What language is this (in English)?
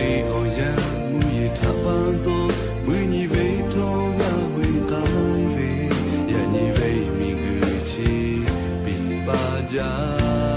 Lahu